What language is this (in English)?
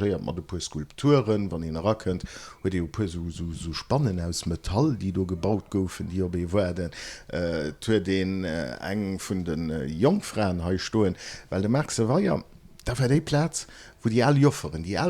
Luxembourgish